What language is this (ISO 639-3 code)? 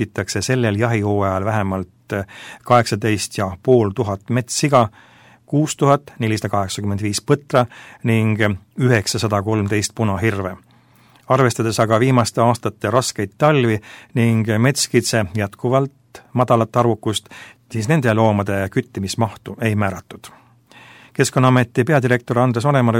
est